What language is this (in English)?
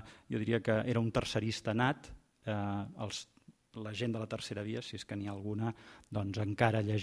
Catalan